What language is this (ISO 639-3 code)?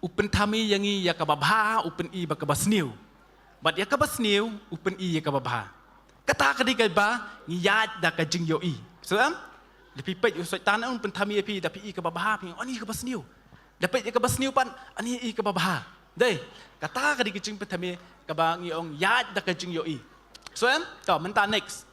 kha